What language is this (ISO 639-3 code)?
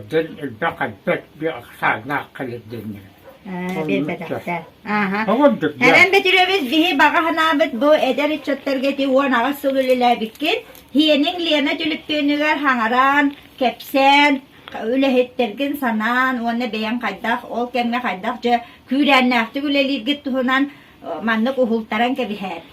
sah